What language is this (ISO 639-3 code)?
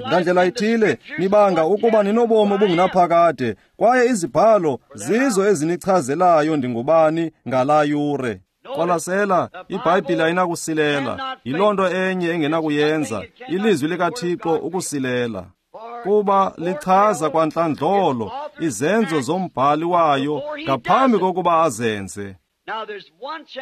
xho